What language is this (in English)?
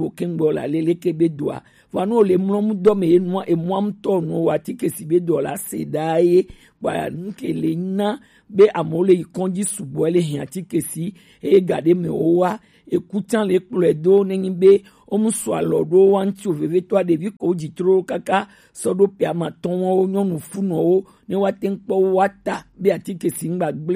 Gen